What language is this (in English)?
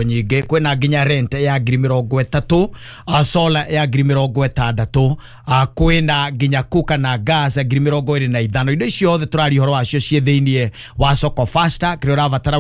Kikuyu